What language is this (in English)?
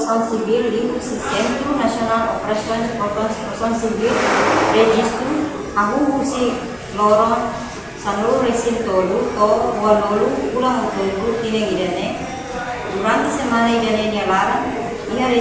Tetum